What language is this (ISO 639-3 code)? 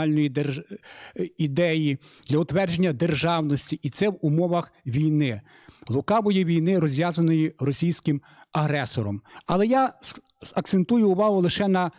ukr